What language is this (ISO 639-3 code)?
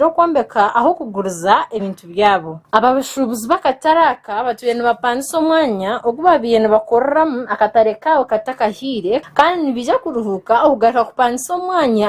nyn